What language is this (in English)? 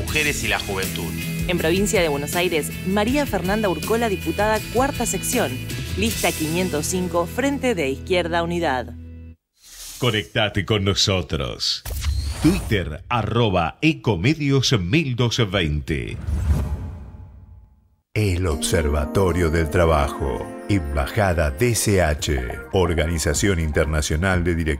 Spanish